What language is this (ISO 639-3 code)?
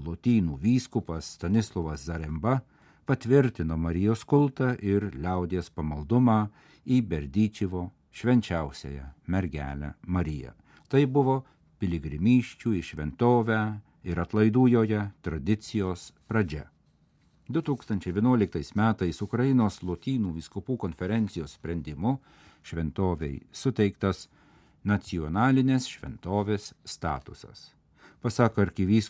lit